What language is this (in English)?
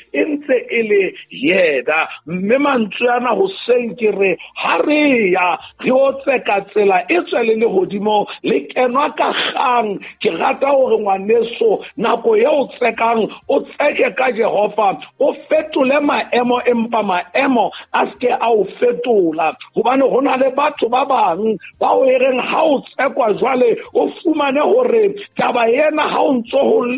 Southern Sotho